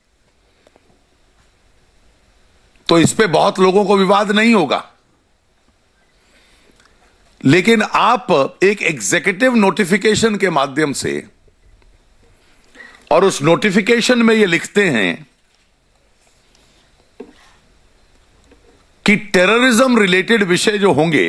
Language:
Hindi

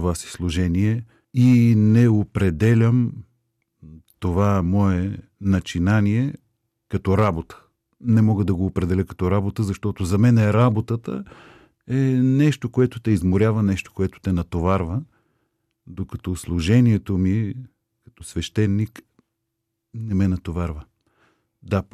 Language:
Bulgarian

